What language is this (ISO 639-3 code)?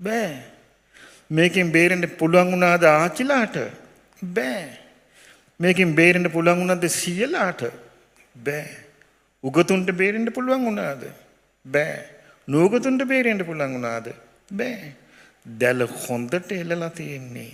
sin